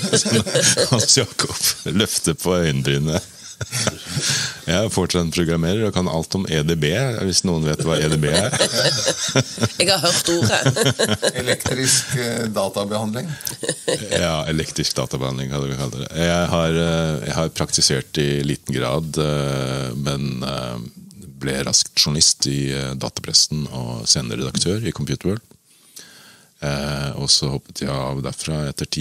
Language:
Norwegian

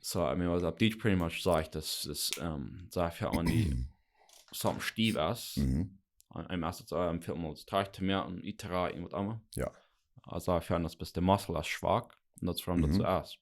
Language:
Plautdietsch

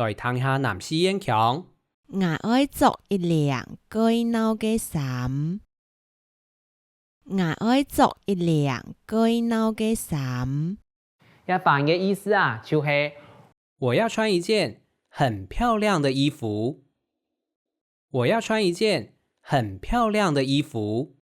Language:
Hakka Chinese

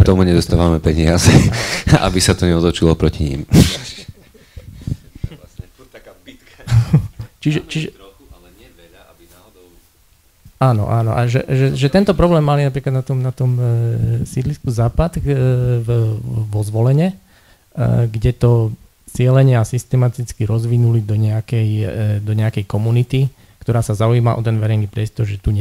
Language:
Slovak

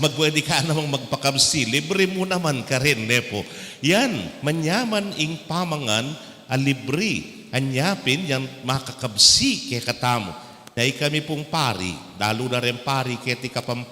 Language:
Pampanga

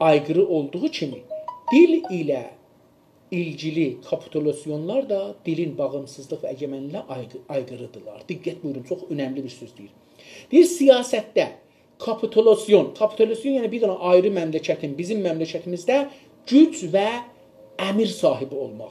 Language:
South Azerbaijani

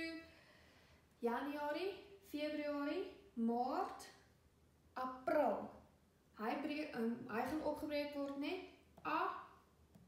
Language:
Afrikaans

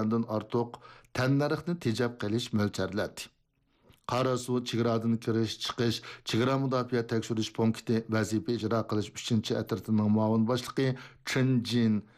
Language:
Uyghur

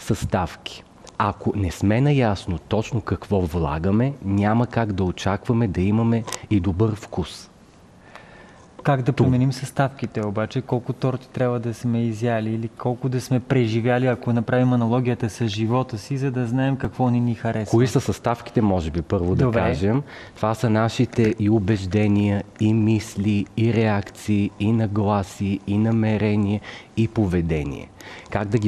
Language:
Bulgarian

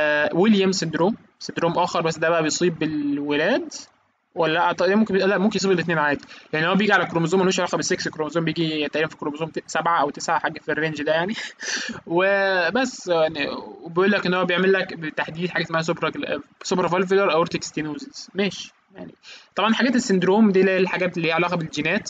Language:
Egyptian Arabic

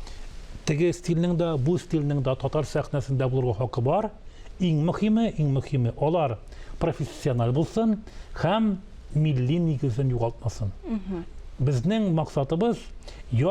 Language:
Tatar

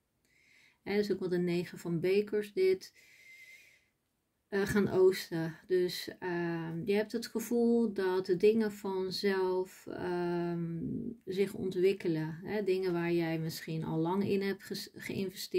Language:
Dutch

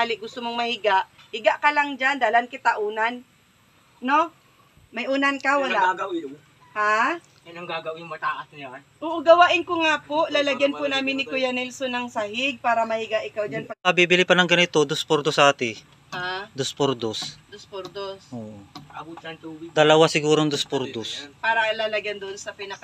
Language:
Filipino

